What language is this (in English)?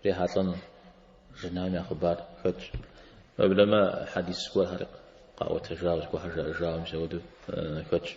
Kabardian